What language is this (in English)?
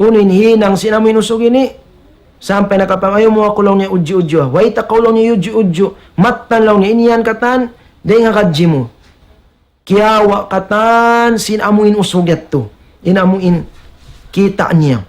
Tausug